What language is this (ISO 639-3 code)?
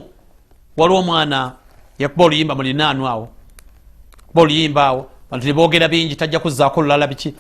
lug